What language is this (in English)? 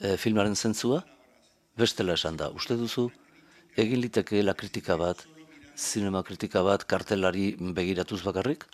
Basque